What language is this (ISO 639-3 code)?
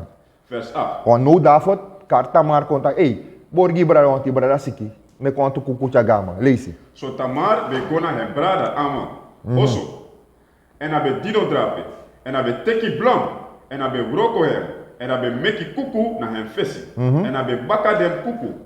srn